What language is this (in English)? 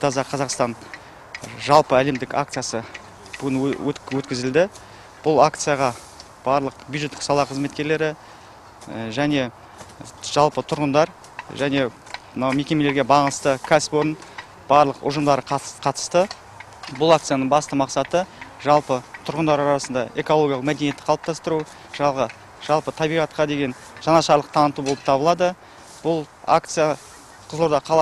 Kazakh